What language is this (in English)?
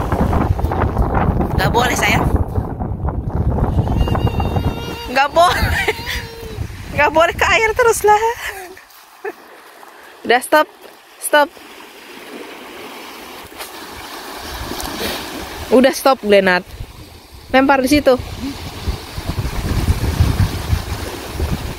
Indonesian